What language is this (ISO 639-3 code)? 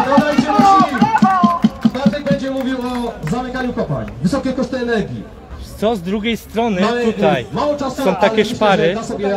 pol